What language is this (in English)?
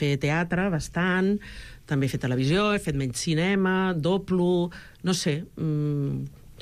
Catalan